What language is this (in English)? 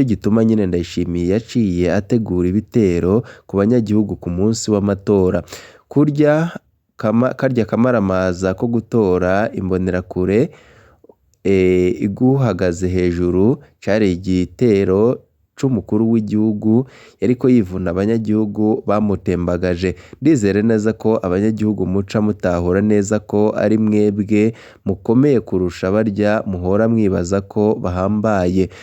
Rundi